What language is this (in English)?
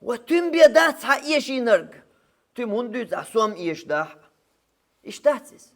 Chechen